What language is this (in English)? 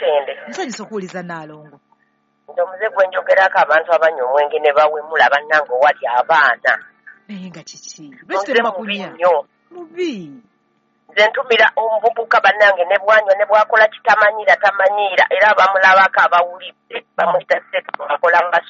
Ganda